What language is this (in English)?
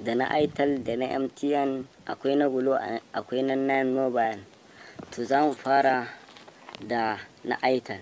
Hausa